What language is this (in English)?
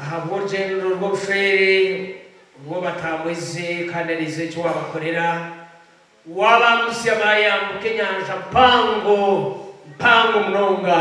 Nyankole